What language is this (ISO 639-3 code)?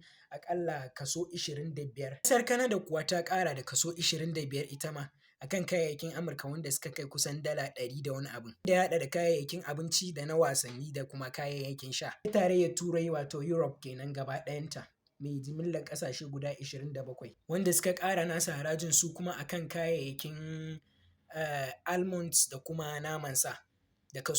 hau